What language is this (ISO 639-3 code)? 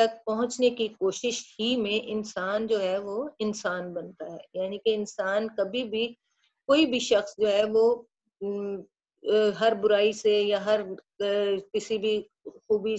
urd